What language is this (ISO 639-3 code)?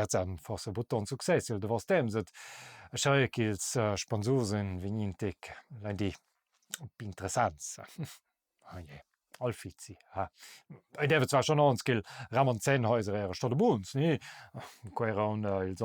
roh